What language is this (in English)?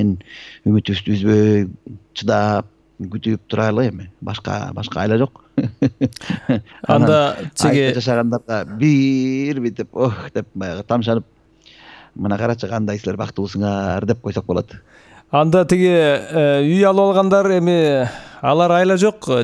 Kyrgyz